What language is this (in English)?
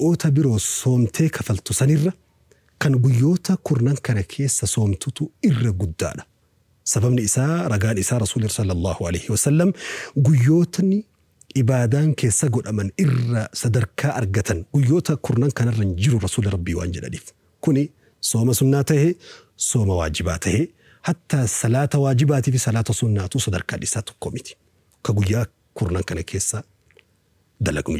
Oromo